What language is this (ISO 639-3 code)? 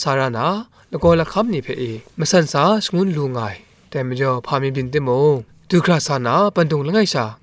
kac